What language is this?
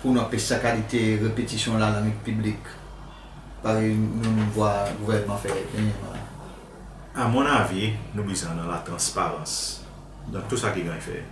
Seselwa Creole French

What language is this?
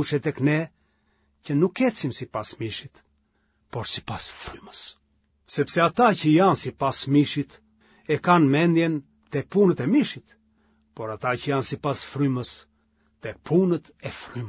Albanian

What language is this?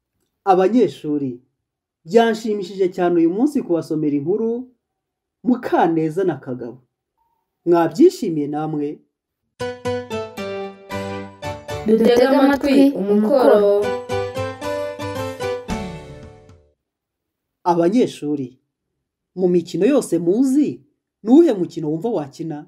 Kinyarwanda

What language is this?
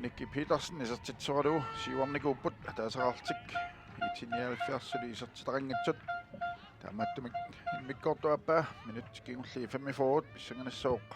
Kalaallisut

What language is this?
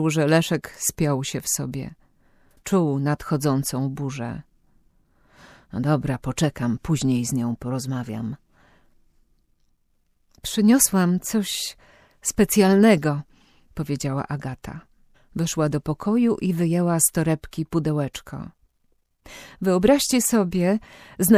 Polish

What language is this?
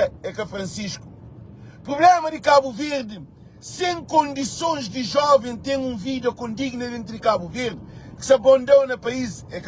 Kabuverdianu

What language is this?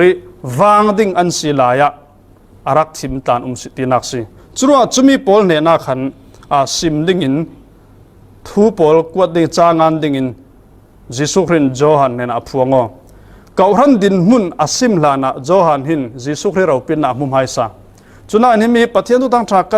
Falam Chin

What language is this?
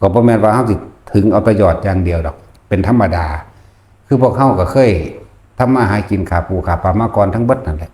Northeastern Thai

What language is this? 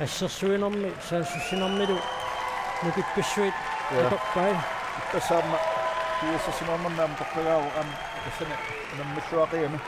Kalaallisut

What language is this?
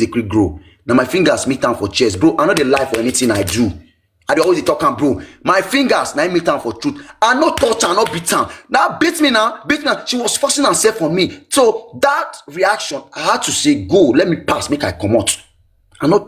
Nigerian Pidgin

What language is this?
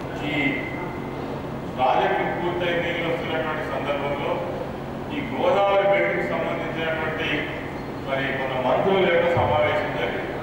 Telugu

